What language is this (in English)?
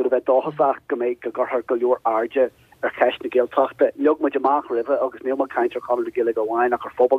Irish